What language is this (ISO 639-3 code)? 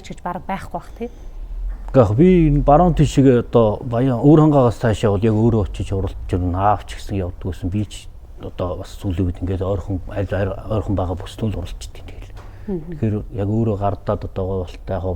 mon